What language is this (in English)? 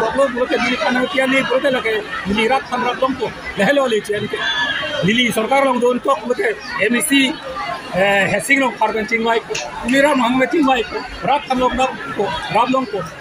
Karbi